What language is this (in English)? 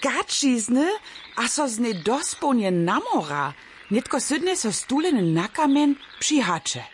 Upper Sorbian